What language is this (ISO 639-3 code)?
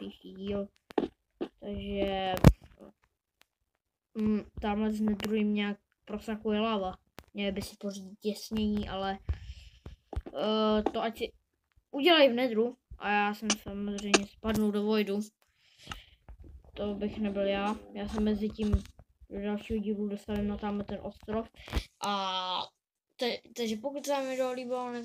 ces